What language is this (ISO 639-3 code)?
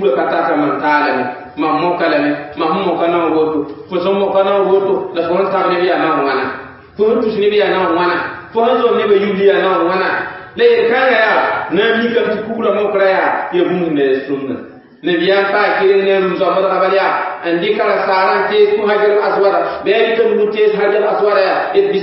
mos